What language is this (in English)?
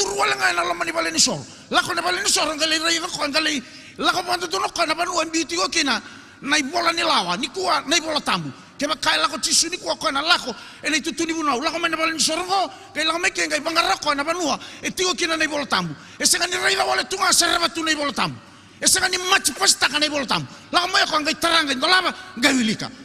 Fijian